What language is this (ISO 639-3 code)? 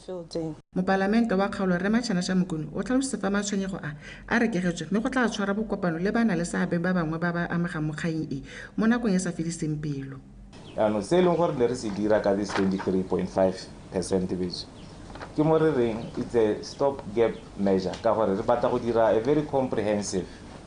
tsn